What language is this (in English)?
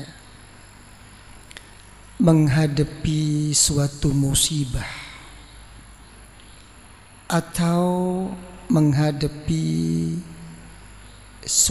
Indonesian